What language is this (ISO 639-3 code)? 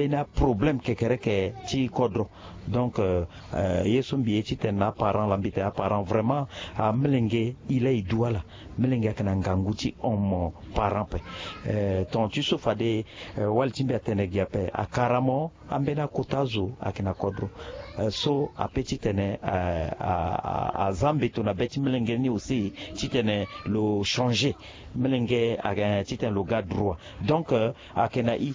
sag